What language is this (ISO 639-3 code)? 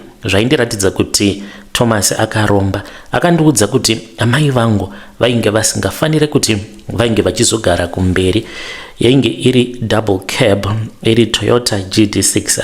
sna